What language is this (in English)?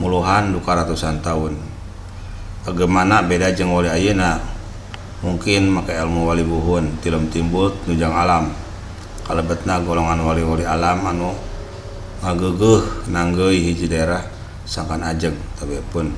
Sundanese